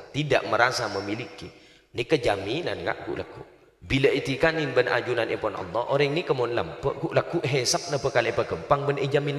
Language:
Madurese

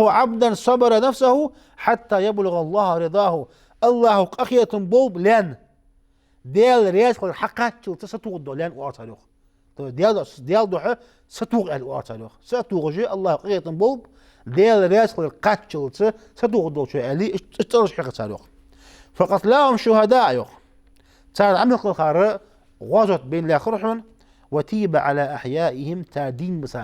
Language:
Ingush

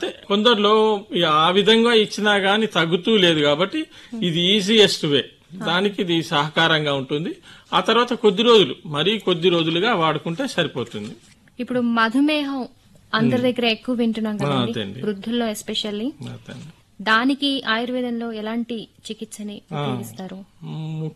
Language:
Telugu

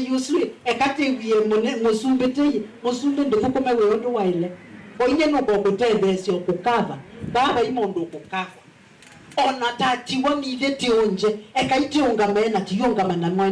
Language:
Kamba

